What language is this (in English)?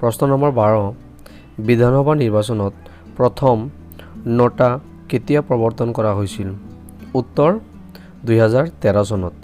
Assamese